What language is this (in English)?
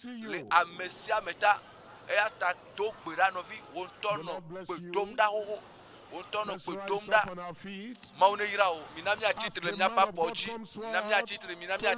Ewe